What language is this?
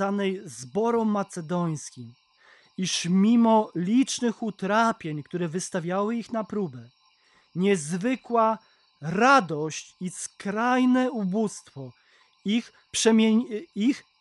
Polish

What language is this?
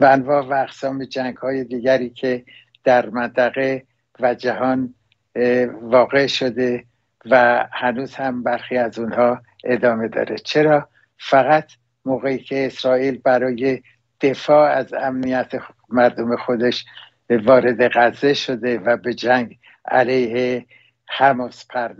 Persian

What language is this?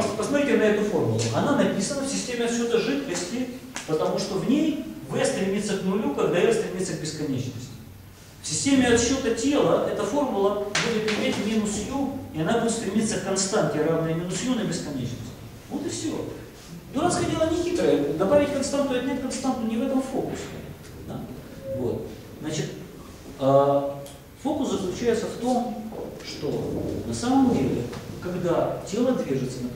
Russian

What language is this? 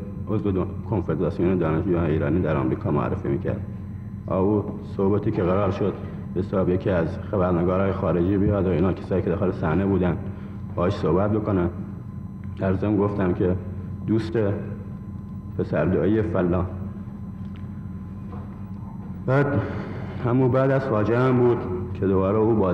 Persian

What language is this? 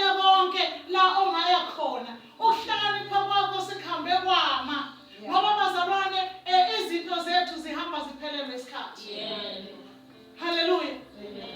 Zulu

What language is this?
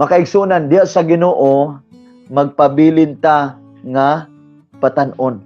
Cebuano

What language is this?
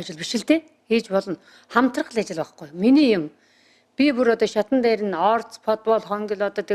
Mongolian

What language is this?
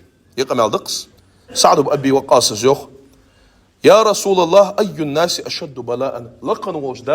Ingush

